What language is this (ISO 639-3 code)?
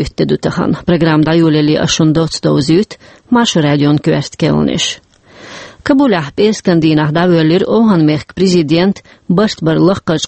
che